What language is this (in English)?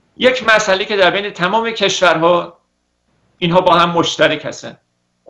Persian